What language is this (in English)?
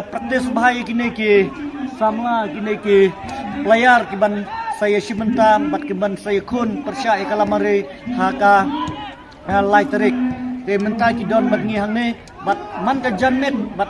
Khasi